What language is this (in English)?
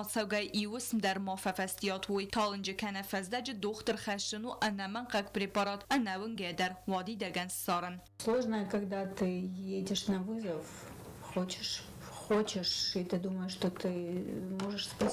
Ossetic